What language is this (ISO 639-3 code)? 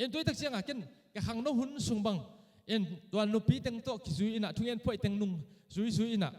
ctd